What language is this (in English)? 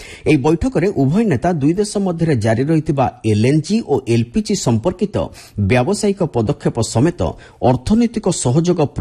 Odia